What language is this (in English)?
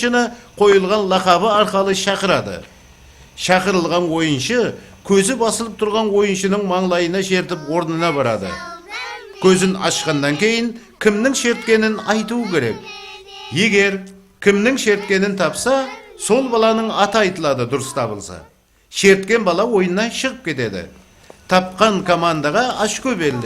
Kara-Kalpak